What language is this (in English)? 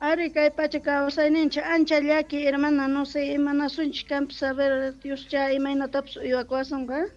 South Bolivian Quechua